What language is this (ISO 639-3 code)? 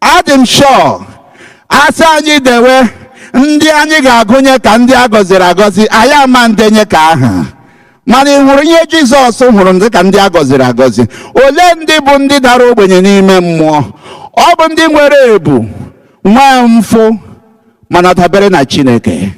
ibo